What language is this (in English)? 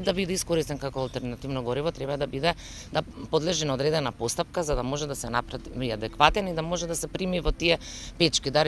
Macedonian